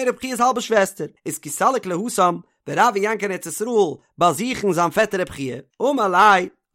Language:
Yiddish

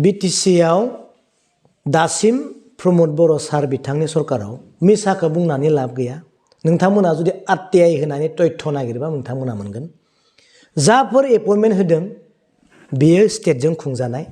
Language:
Bodo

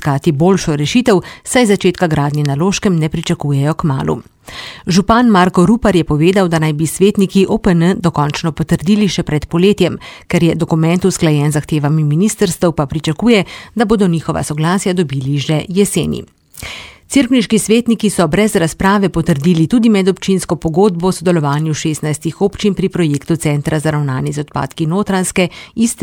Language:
Slovenian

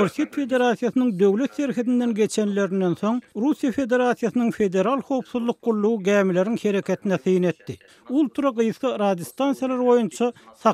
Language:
Turkmen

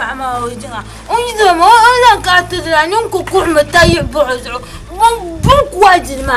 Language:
Dagbani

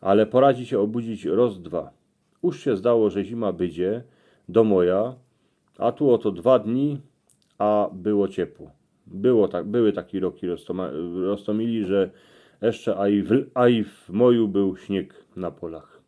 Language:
Silesian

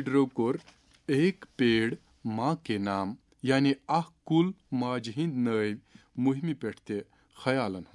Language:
Kashmiri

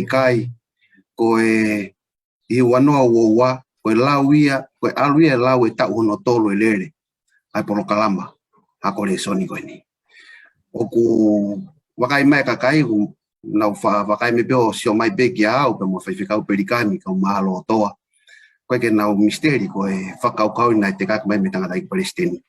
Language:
Tongan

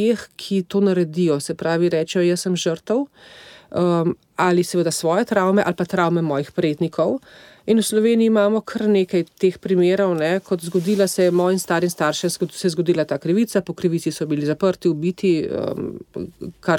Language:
Slovenian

